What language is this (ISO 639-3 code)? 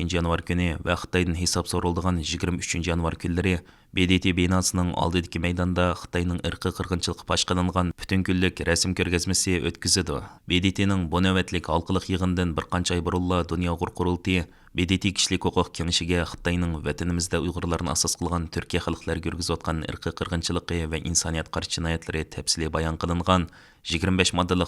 uig